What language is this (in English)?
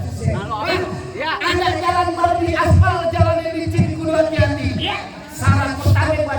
Betawi